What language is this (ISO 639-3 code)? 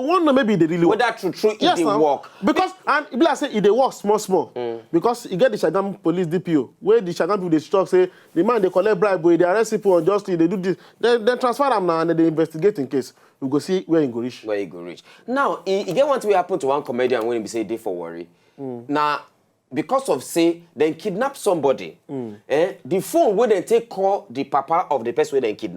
pcm